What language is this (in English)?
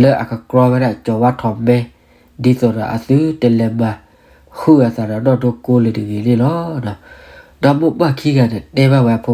S'gaw Karen